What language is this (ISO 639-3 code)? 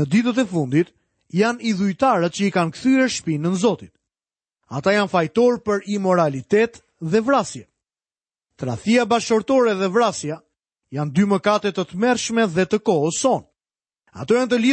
sqi